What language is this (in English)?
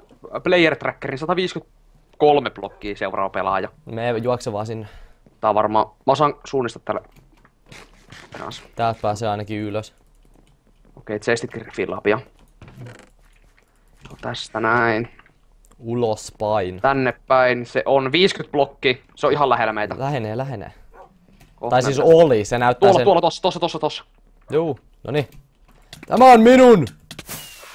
Finnish